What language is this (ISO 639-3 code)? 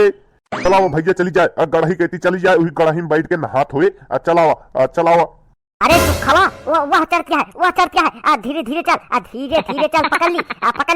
awa